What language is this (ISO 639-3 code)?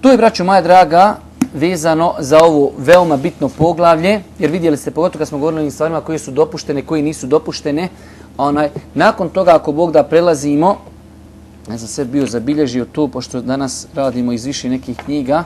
bos